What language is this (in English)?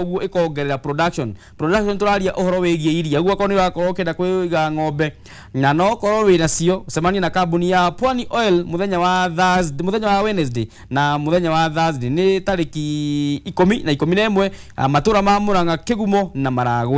Kikuyu